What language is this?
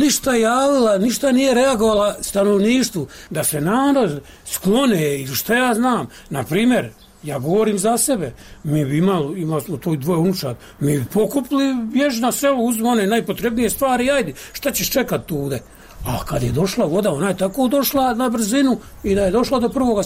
Bosnian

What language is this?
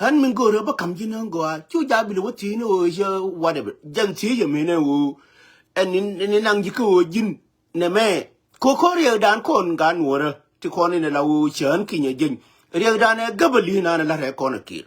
Nuer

